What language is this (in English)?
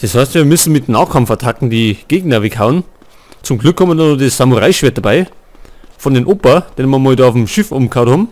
Bavarian